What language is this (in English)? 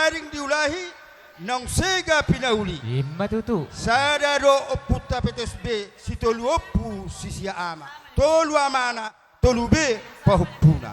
Batak Toba